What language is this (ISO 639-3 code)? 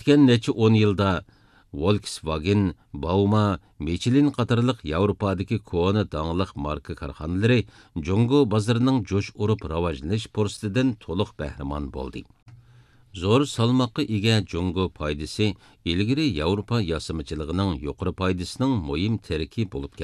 uig